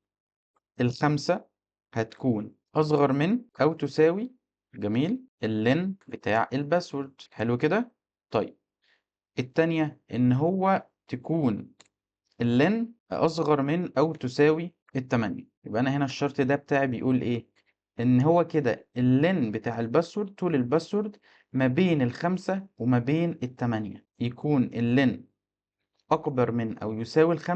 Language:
Egyptian Arabic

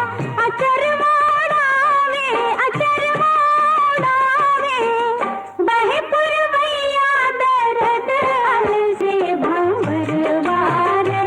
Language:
Magahi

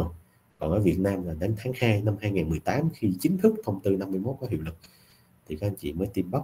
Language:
Vietnamese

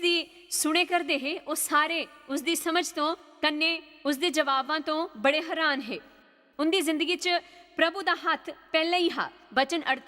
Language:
Dogri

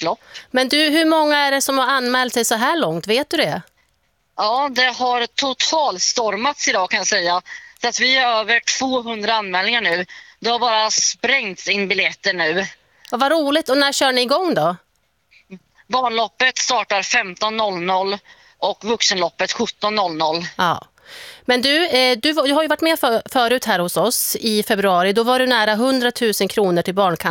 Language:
Swedish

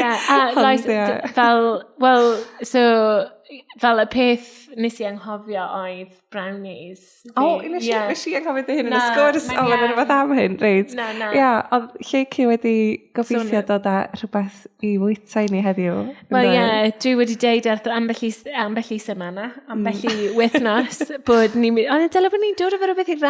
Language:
Welsh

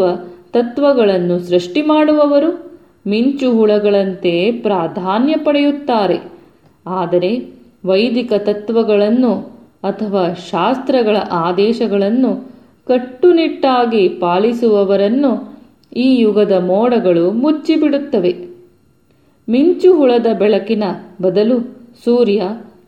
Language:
Kannada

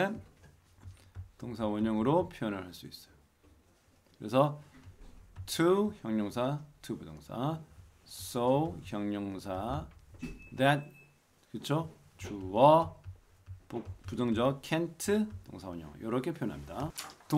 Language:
Korean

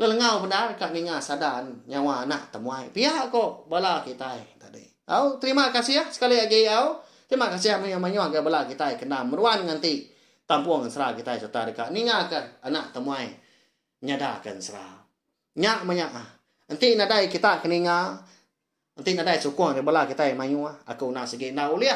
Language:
Iban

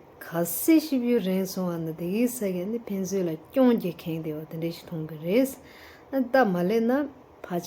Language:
Tibetan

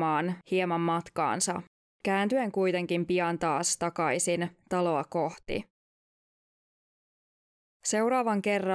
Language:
Finnish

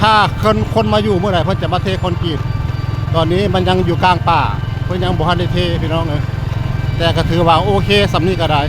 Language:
Northeastern Thai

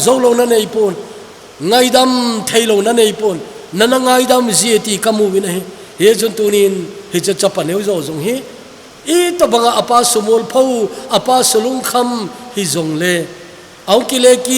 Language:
Thado Chin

